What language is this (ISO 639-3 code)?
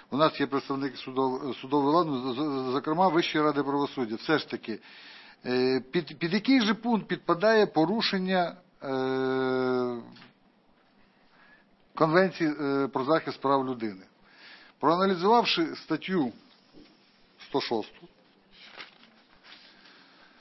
ukr